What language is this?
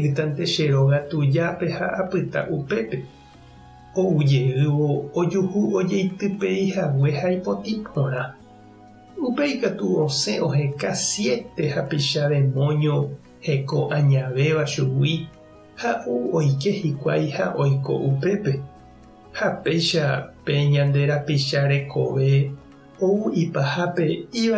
Guarani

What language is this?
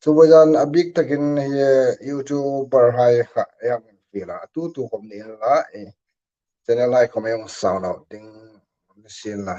Hmar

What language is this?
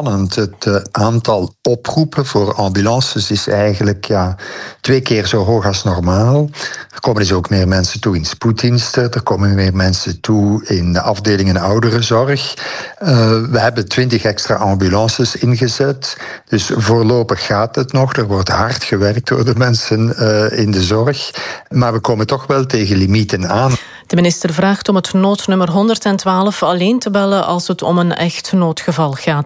Dutch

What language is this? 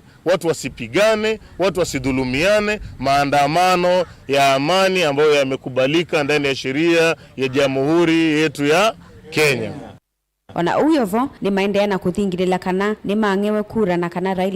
Kamba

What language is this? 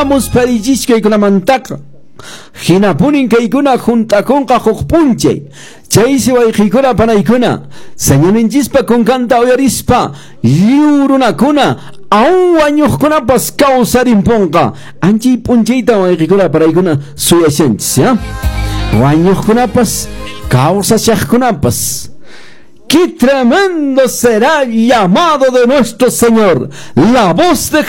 Quechua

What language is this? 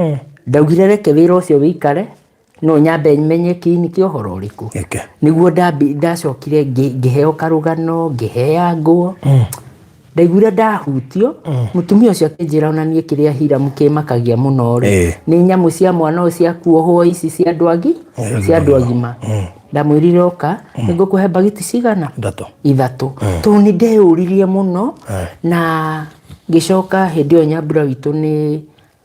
Kikuyu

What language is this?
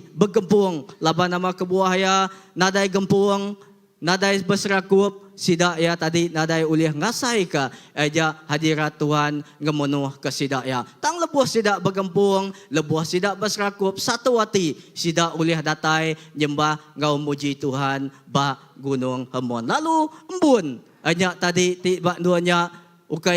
Iban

